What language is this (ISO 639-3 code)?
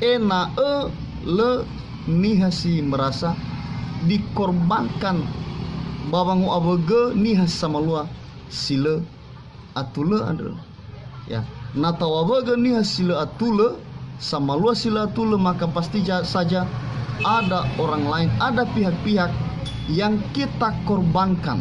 nia